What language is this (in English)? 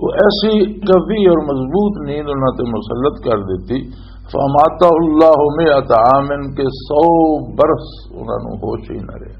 Western Panjabi